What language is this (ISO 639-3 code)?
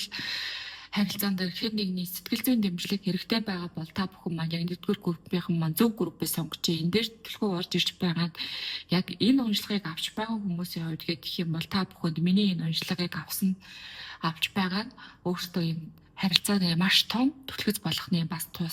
mon